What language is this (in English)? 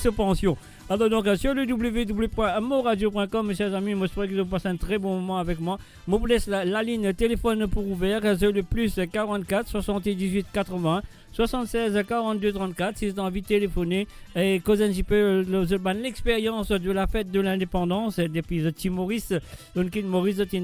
Morisyen